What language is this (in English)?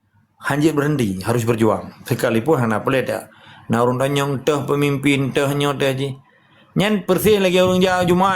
Achinese